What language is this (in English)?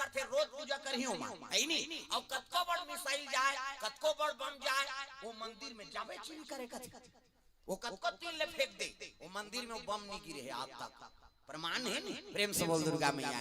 Chhattisgarhi